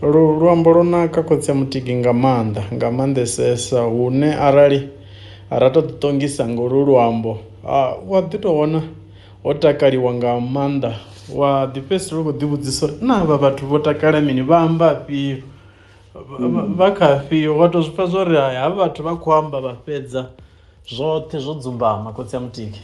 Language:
Venda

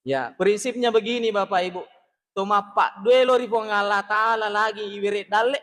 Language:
Buginese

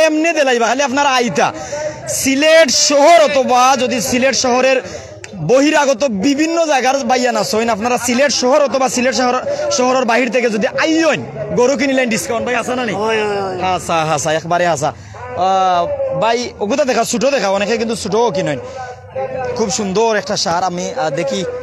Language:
Sylheti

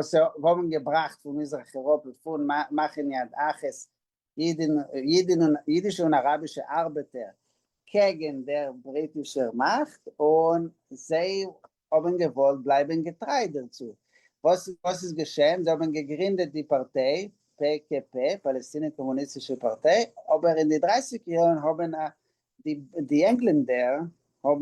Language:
Yiddish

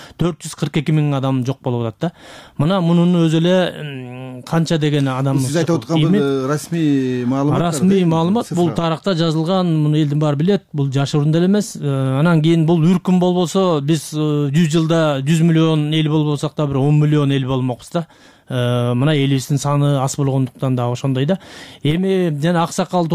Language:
Kyrgyz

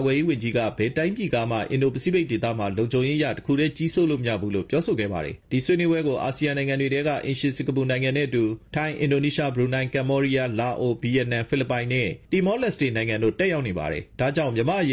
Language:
Burmese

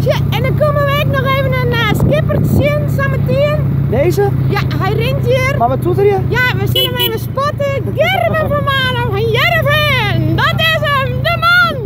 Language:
Western Frisian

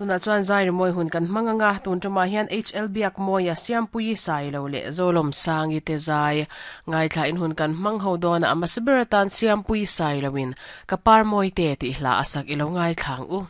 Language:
Mizo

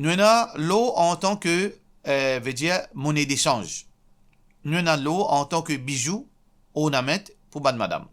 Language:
Morisyen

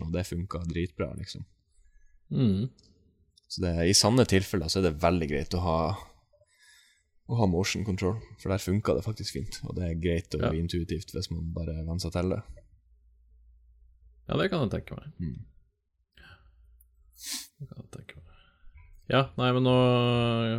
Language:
Norwegian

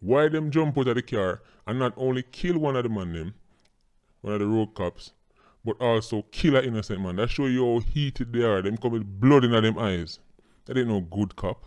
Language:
Jamaican Creole English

